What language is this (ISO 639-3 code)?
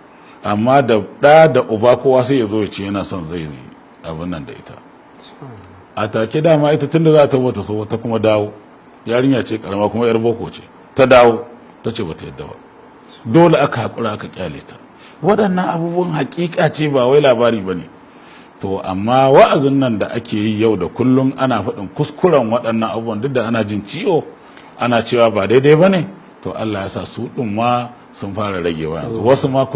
hau